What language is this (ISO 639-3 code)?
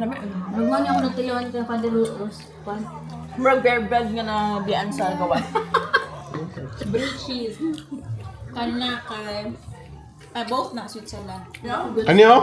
ceb